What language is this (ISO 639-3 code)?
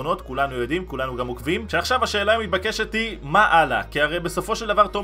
heb